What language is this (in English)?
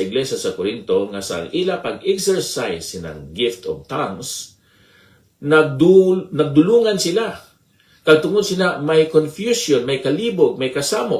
Hiligaynon